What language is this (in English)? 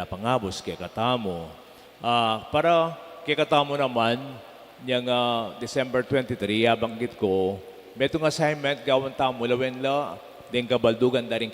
Pampanga